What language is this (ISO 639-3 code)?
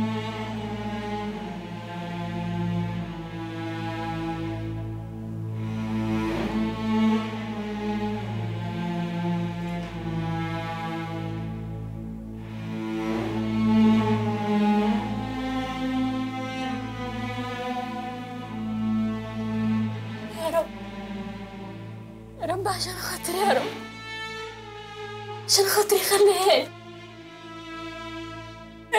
arz